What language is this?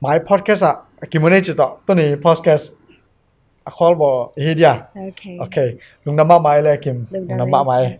Tedim Chin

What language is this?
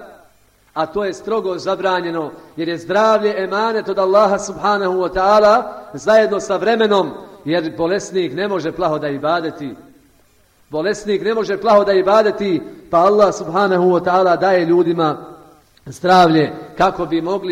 Bosnian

